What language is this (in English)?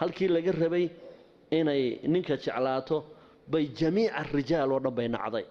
Somali